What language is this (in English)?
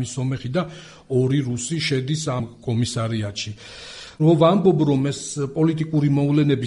Georgian